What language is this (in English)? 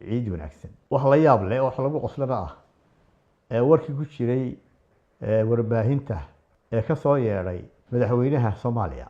Somali